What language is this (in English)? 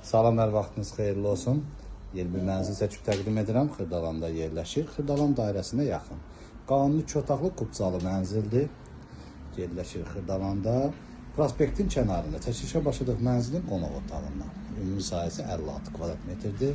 Azerbaijani